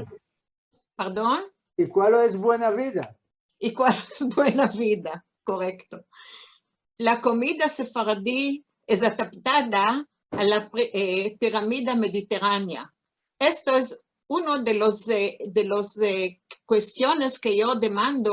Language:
Ladino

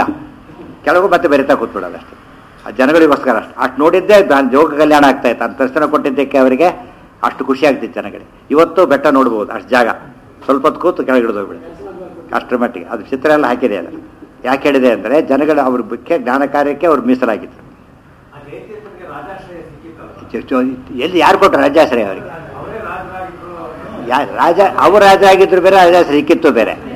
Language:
Kannada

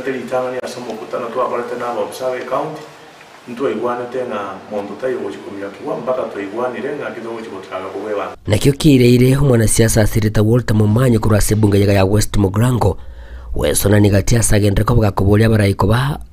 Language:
Gusii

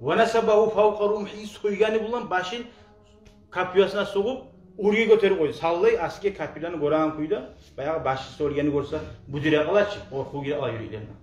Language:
Kumyk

